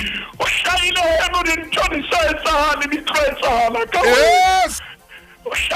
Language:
Southern Sotho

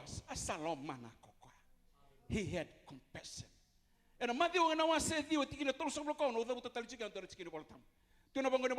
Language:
Fijian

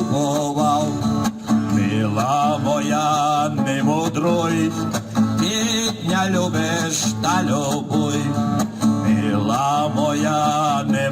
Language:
Rusyn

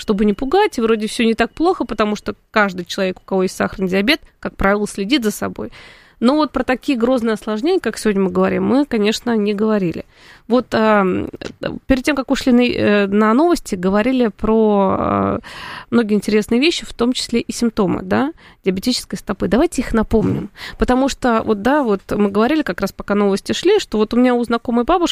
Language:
Russian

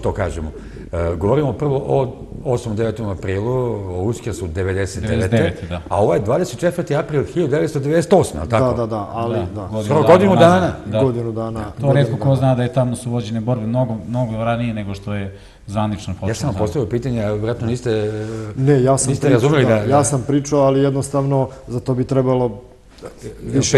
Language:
Serbian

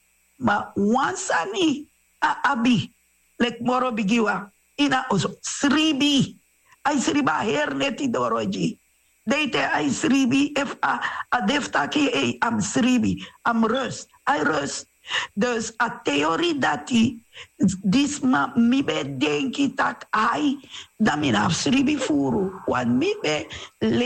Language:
Sranan Tongo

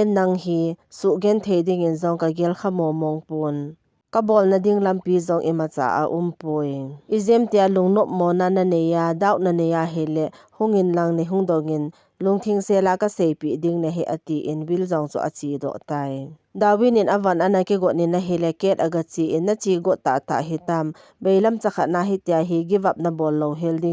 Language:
Thado Chin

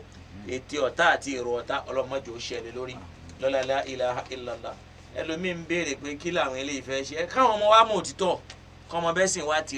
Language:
Yoruba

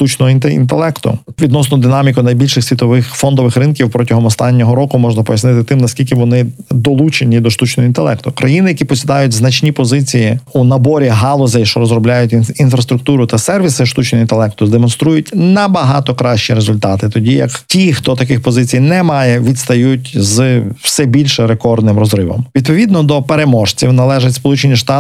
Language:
Ukrainian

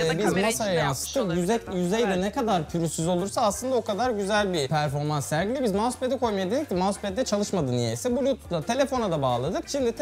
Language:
Turkish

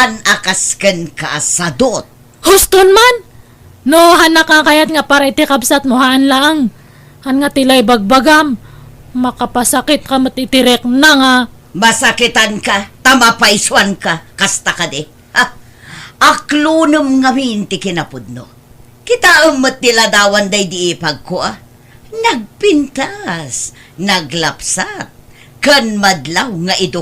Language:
Iloko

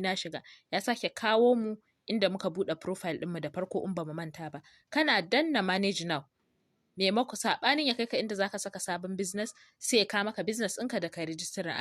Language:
Hausa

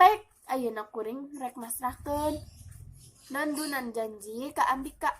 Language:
Sundanese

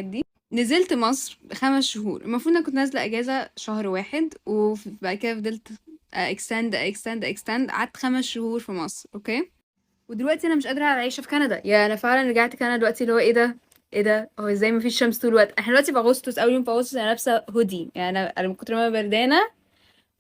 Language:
Egyptian Arabic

